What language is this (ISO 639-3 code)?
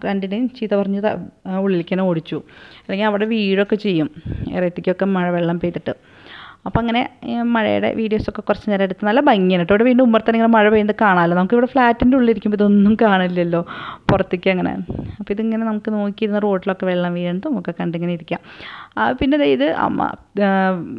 mal